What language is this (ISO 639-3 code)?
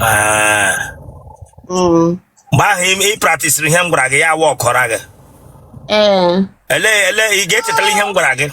ibo